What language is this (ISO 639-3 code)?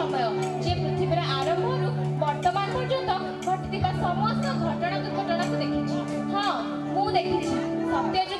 ori